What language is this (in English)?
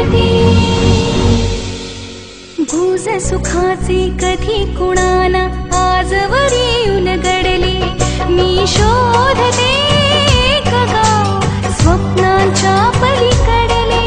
Marathi